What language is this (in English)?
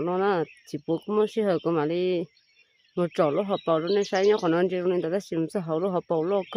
Hmong